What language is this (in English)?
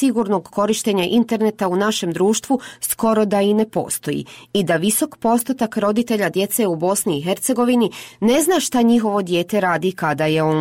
Bosnian